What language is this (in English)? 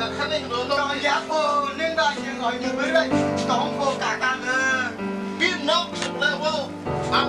Kok Borok